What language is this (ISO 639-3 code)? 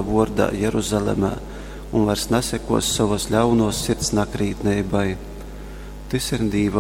ltg